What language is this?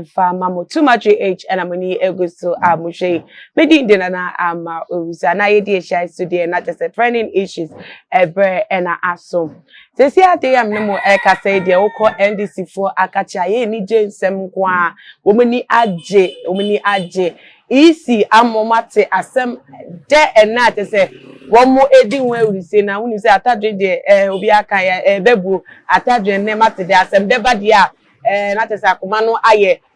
Akan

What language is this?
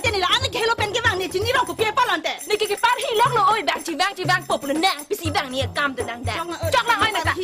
Karbi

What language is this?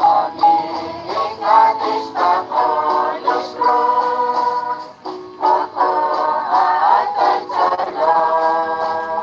Kekchí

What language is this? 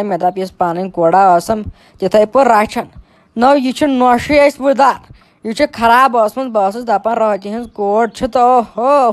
Kashmiri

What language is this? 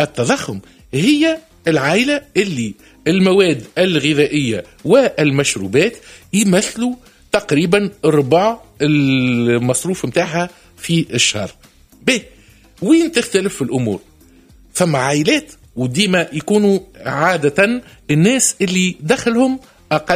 Tunisian Arabic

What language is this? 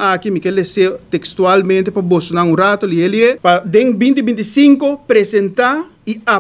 Papiamento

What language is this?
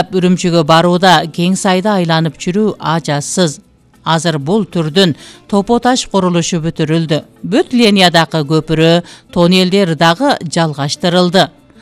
Kyrgyz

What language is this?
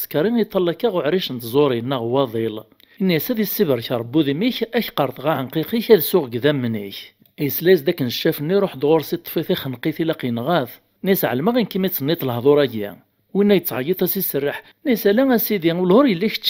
Kabyle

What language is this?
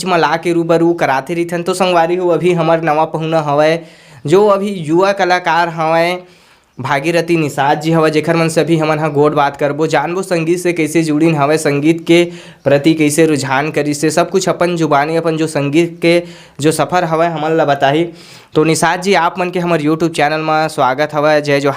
Chhattisgarhi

